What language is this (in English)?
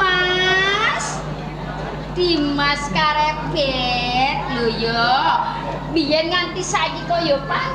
Javanese